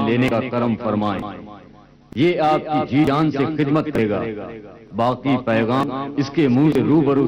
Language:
Hindi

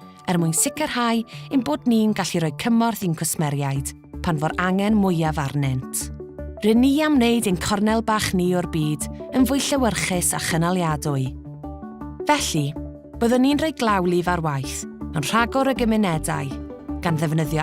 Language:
Welsh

